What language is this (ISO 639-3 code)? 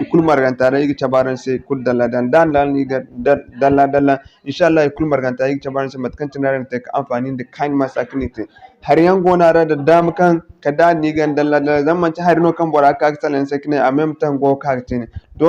dje